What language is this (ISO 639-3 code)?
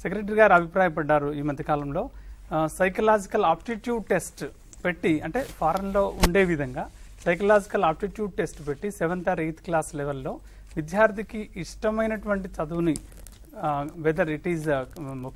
tel